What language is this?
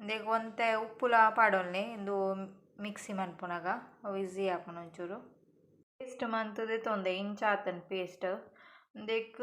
Tulu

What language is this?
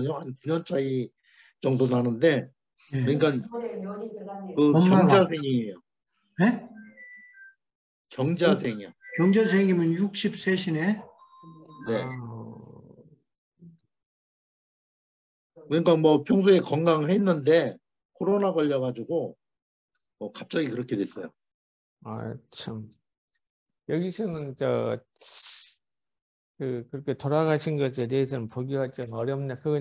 Korean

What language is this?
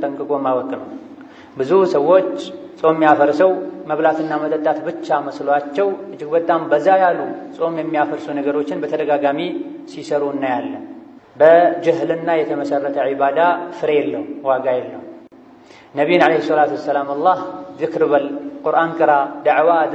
Amharic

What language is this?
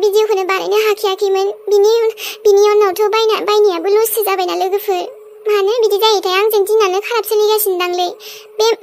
Bodo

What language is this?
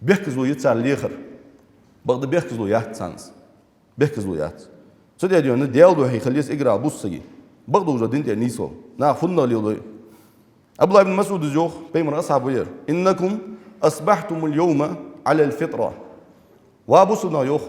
Ingush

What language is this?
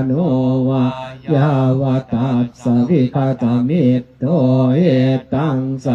Pali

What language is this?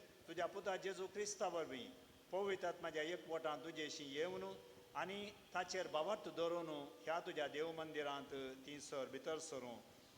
Konkani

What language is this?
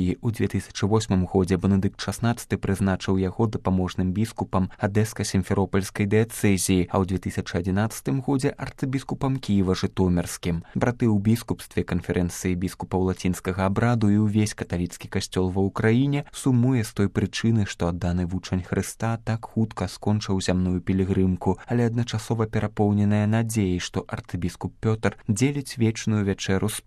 Belarusian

